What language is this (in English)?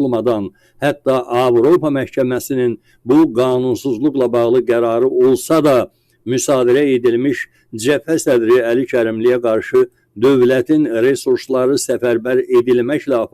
Azerbaijani